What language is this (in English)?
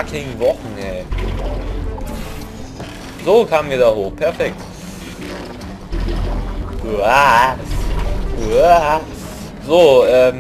German